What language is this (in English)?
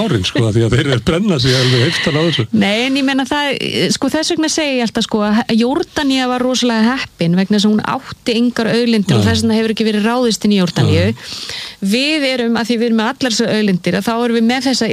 Icelandic